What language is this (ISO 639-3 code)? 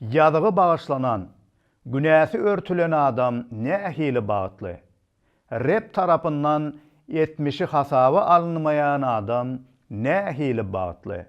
tuk